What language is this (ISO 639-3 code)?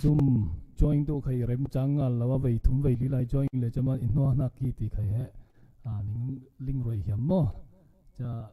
cfm